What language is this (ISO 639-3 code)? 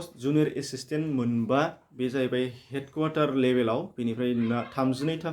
brx